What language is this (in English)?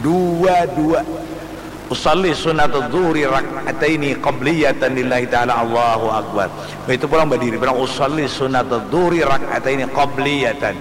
Banjar